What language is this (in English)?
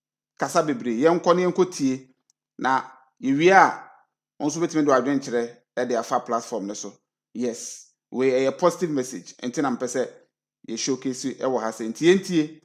Akan